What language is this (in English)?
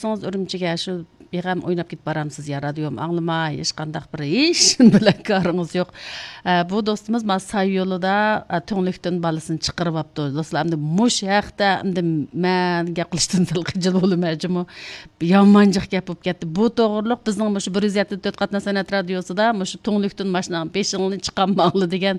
Uyghur